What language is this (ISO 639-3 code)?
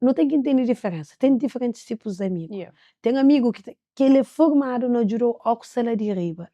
kea